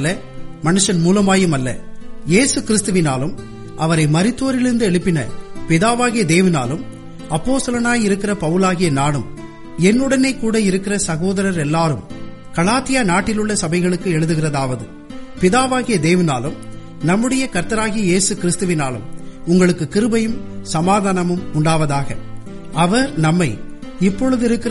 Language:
Tamil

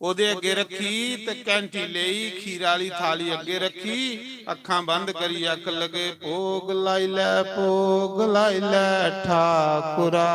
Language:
Dogri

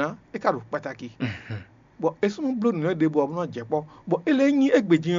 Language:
Fon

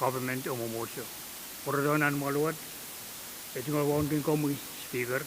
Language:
Pohnpeian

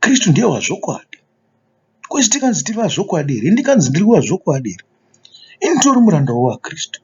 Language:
Shona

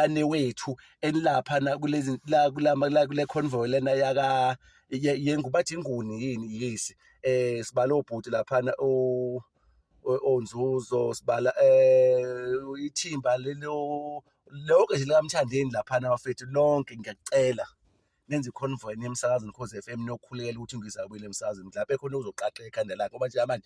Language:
Zulu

